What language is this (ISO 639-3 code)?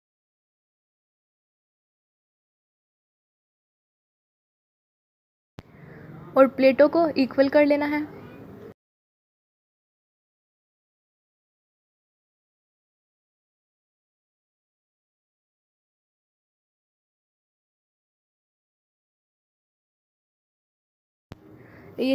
hin